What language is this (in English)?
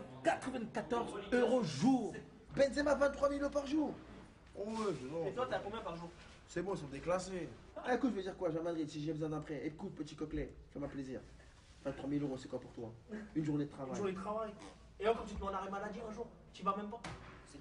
French